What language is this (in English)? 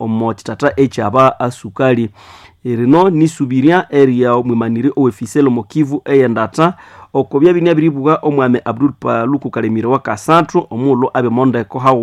Nande